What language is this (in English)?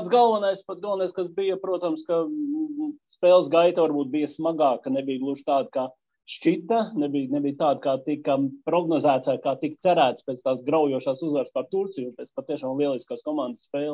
Latvian